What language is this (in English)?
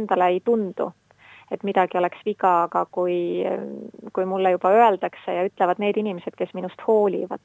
Estonian